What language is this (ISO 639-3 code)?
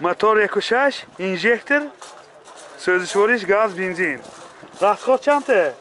tgk